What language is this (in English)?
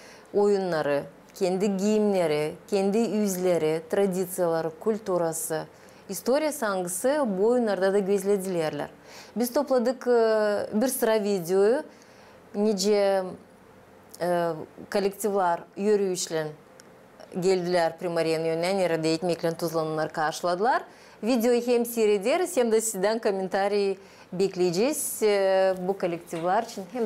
Gagauz